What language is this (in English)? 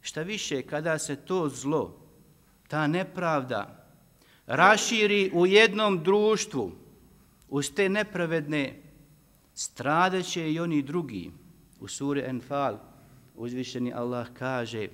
Bosnian